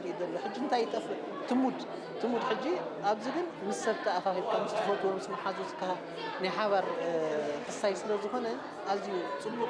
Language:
Tigrinya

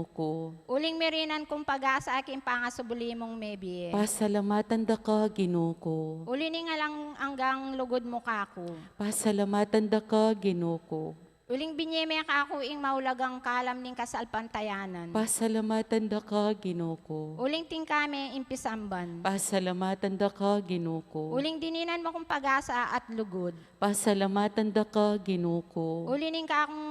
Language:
Pampanga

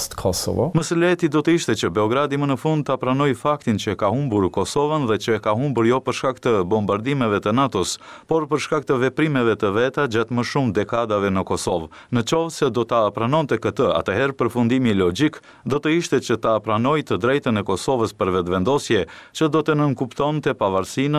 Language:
Albanian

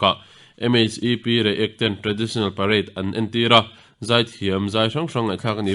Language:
Mizo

